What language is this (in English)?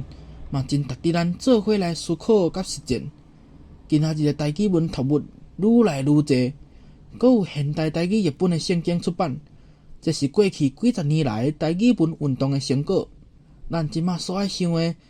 Min Nan Chinese